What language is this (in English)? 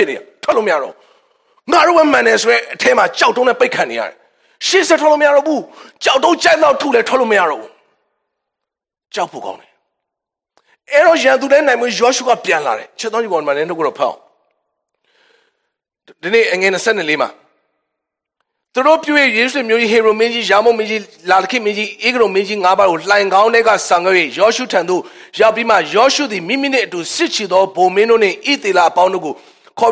Burmese